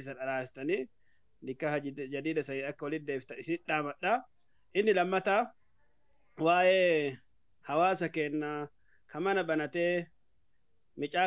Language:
Oromo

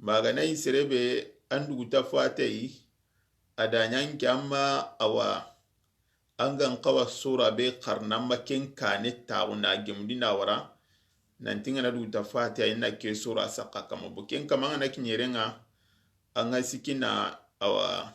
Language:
Soninke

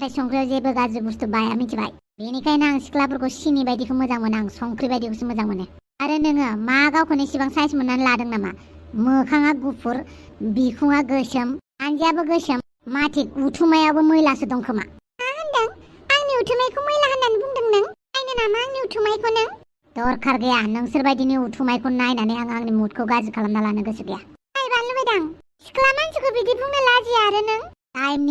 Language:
Bodo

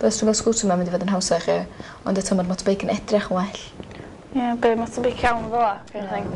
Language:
Welsh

